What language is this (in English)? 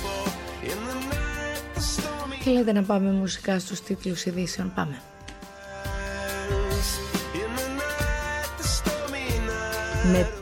Greek